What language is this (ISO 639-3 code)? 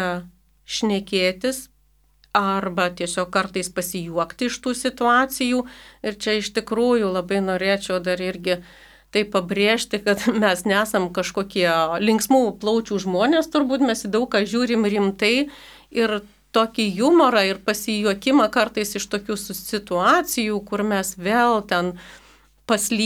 lit